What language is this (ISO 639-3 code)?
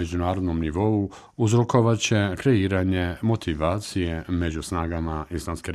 bos